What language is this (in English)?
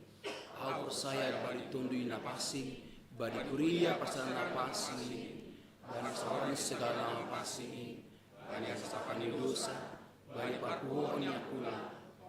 Batak Simalungun